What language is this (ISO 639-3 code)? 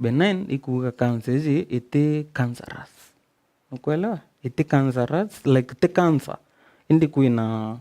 mer